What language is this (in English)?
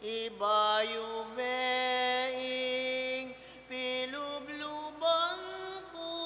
Pampanga